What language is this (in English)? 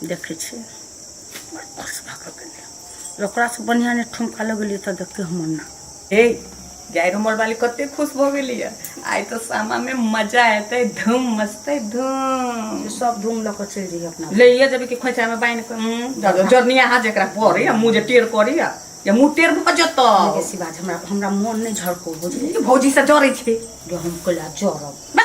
Maithili